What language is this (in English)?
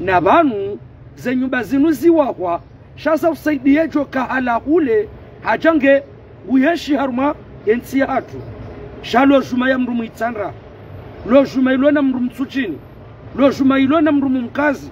Ngazidja Comorian